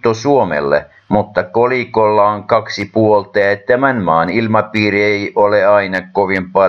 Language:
Finnish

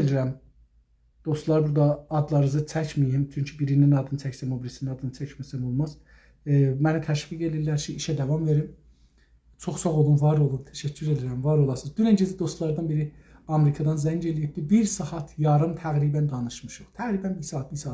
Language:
South Azerbaijani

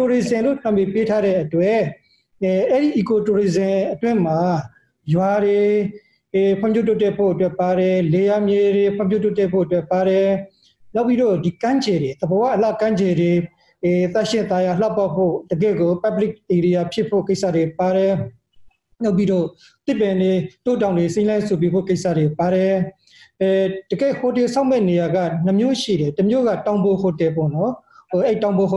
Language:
Burmese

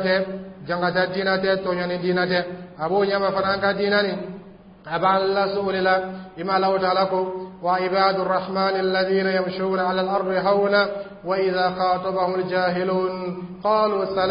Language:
Dyula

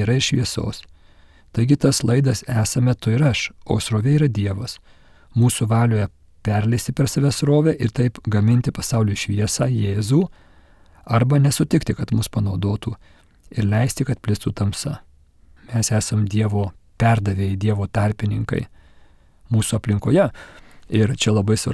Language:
Lithuanian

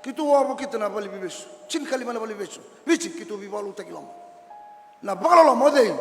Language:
Fijian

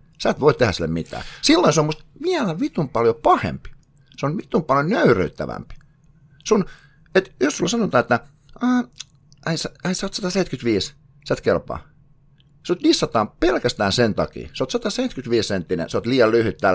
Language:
Finnish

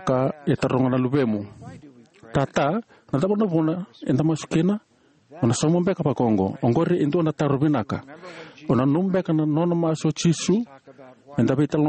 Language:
Fijian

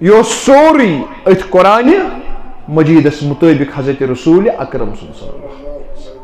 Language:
Kashmiri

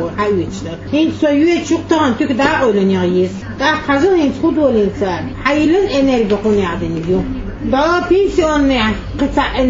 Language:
Chechen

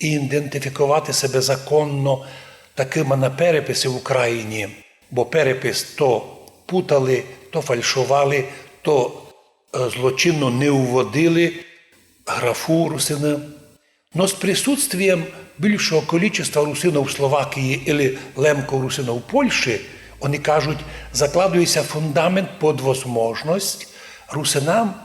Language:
Rusyn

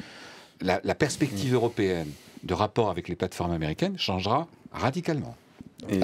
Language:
French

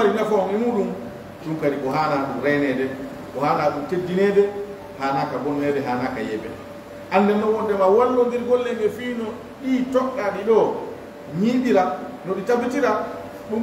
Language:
Pular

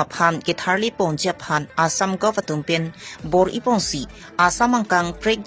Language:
Karbi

